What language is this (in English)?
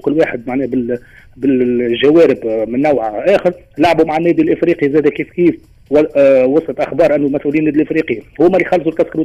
Tunisian Arabic